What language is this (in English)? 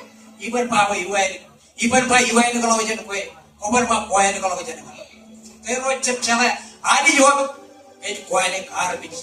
Marshallese